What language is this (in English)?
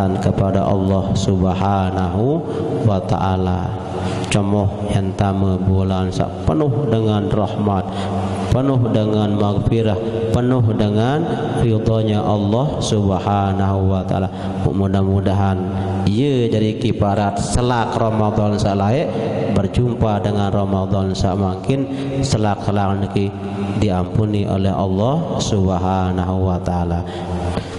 Sasak